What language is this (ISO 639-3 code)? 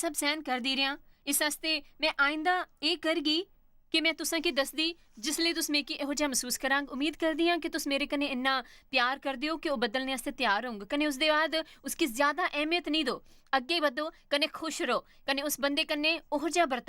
doi